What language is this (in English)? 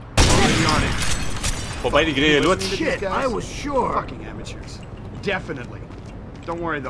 Bavarian